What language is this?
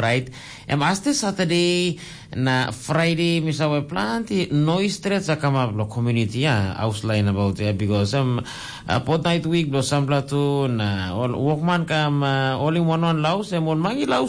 Tok Pisin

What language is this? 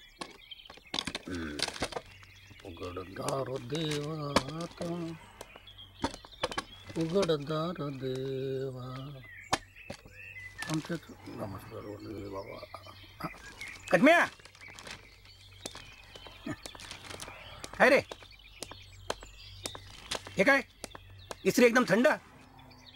Marathi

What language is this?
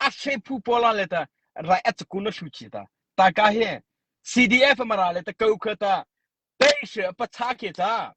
Mara Chin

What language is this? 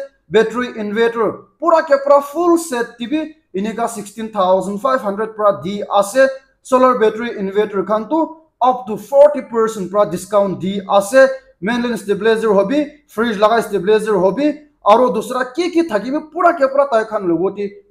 Naga Pidgin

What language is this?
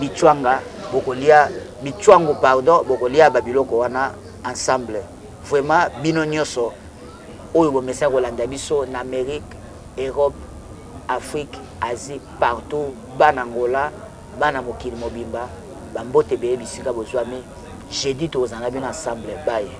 Lingala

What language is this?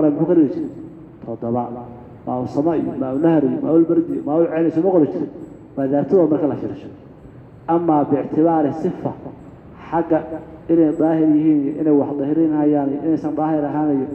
Somali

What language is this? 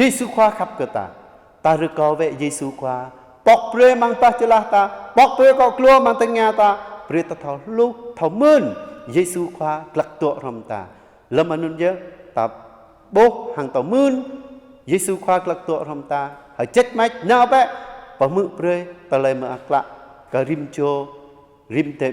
Jarai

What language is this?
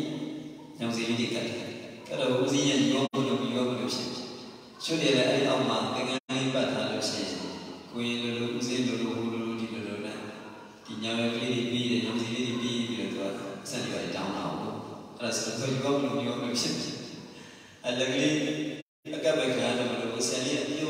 Burmese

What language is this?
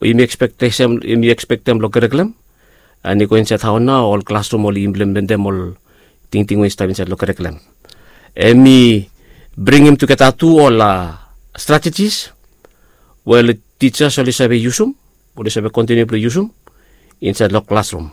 Bislama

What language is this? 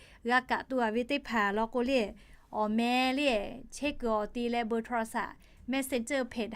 Lahu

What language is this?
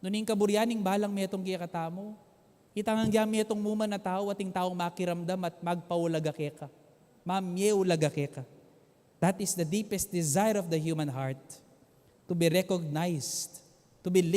Pampanga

